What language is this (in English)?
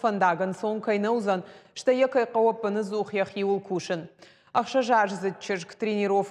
Ossetic